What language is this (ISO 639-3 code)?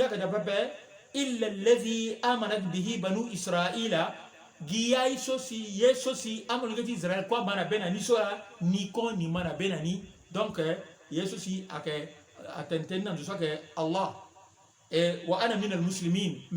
sag